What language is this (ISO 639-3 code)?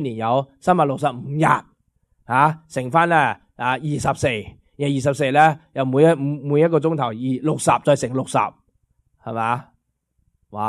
yue